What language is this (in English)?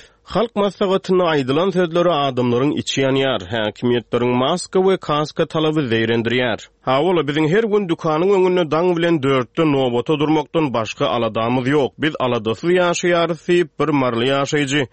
Turkmen